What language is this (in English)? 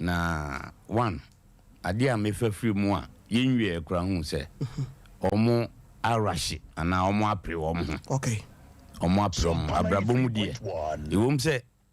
Akan